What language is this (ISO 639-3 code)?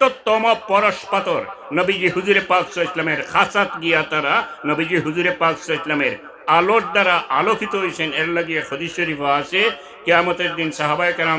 syl